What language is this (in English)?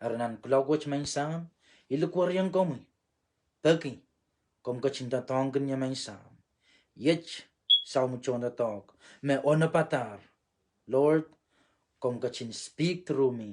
Pohnpeian